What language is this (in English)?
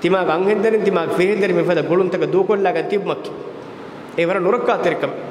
Divehi